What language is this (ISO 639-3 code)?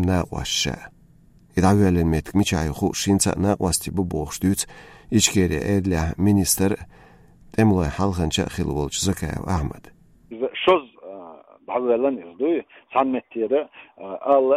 che